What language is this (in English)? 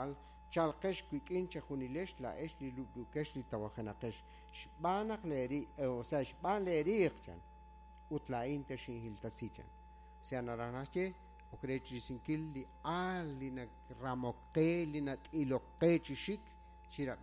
Kekchí